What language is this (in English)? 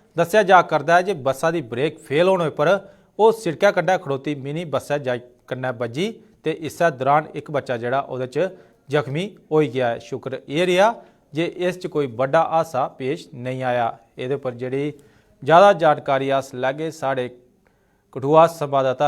Dogri